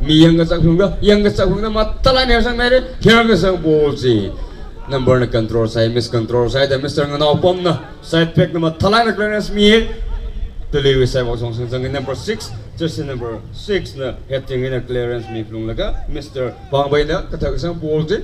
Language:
Tangkhul Naga (India)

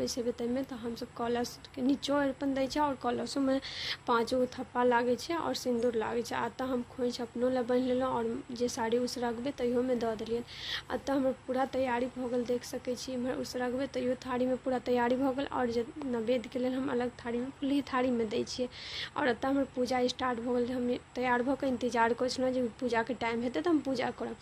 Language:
Maithili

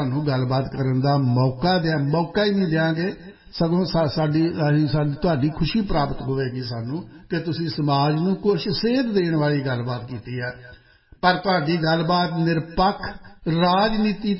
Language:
Punjabi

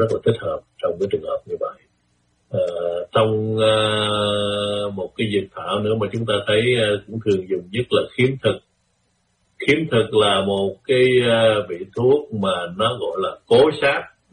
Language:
Vietnamese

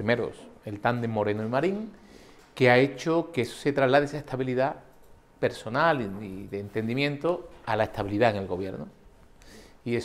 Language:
Spanish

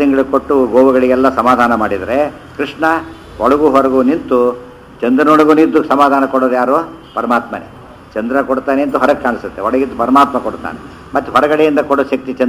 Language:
Kannada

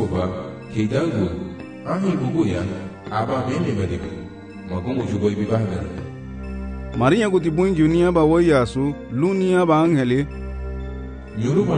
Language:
Garifuna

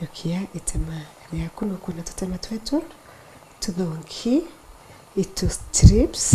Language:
Meru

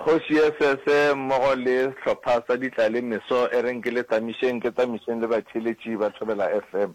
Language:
Northern Sotho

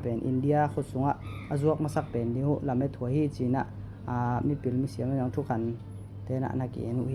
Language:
Tedim Chin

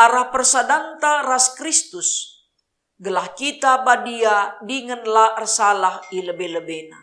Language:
Batak Karo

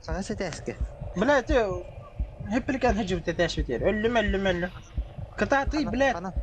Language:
Yakut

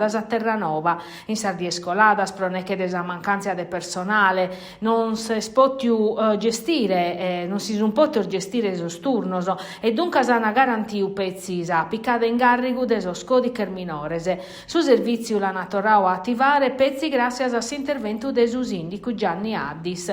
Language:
Sardinian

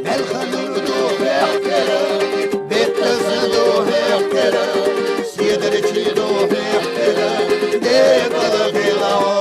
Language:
Chechen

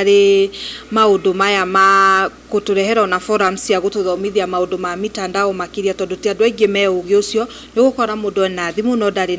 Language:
Kikuyu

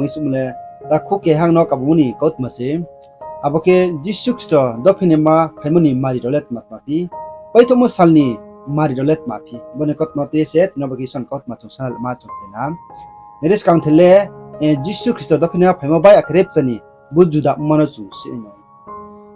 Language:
Riang (India)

